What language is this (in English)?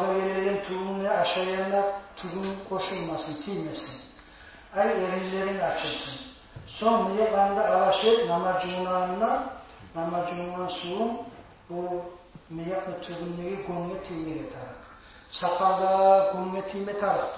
Kumyk